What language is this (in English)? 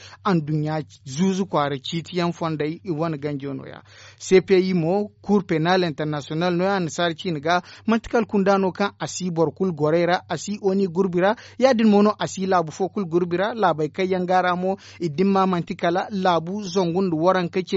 Zarma